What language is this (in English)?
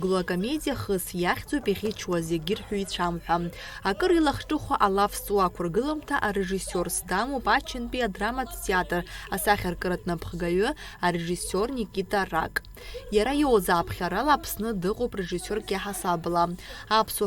Abkhazian